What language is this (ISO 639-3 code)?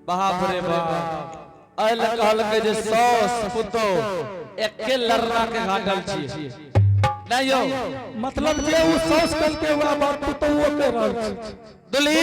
anp